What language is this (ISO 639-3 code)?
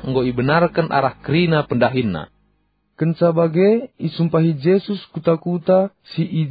btx